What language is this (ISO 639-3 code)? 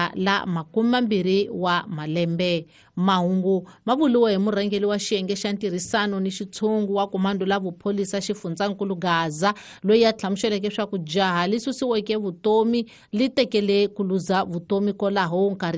tso